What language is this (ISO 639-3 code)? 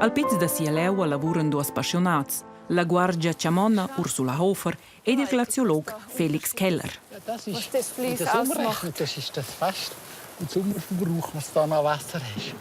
roh